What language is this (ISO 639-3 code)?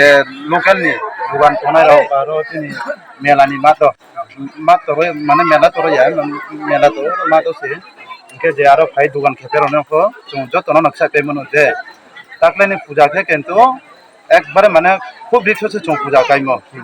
ria